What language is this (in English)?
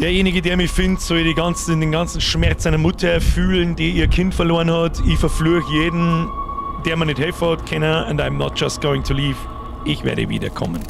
Bavarian